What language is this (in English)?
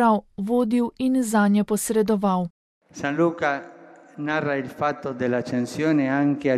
Slovenian